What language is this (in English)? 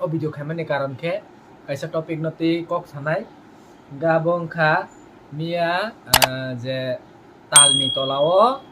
Kok Borok